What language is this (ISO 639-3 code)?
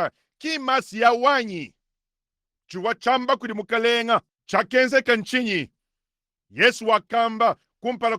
lua